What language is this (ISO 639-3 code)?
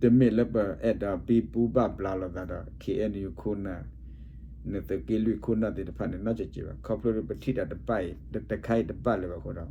ksw